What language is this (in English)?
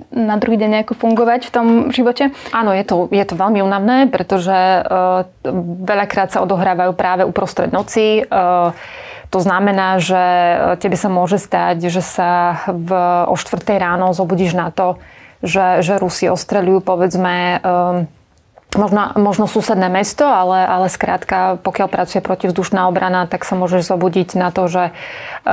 Slovak